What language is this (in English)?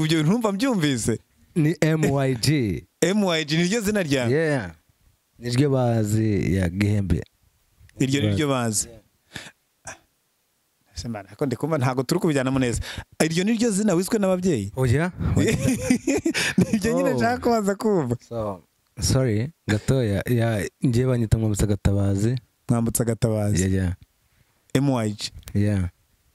Kinyarwanda